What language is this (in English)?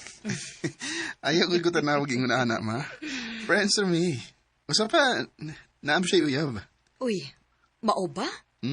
Cebuano